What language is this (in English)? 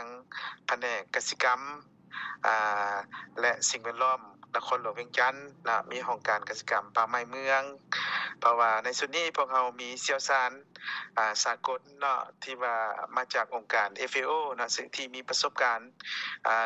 Lao